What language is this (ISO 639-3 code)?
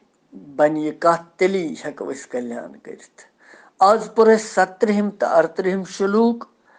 kas